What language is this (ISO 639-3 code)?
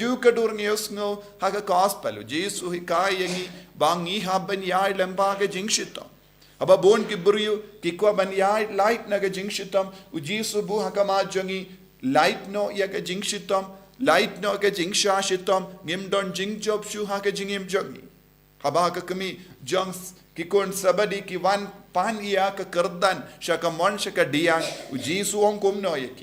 kha